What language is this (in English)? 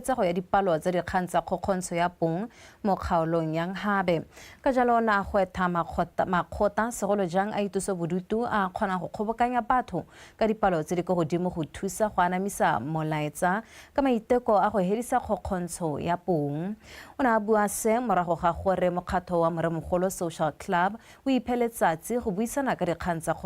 Tswana